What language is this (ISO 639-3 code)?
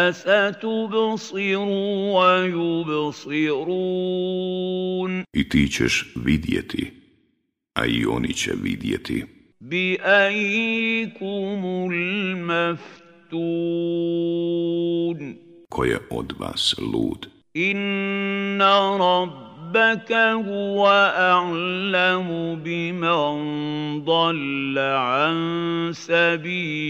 bos